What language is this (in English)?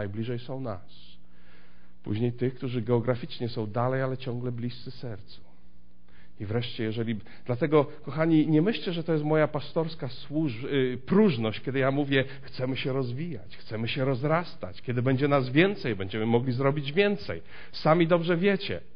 Polish